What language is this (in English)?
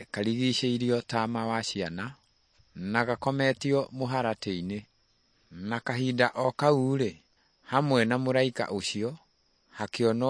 Kikuyu